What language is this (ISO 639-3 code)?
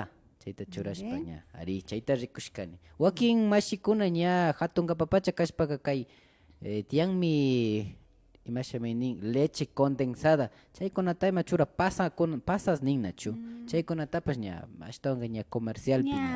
qvi